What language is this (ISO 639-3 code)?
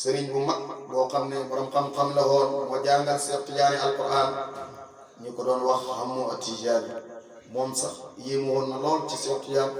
wol